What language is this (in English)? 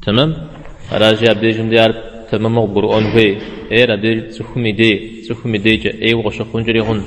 Kabardian